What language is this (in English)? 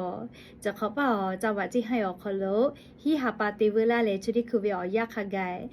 Lahu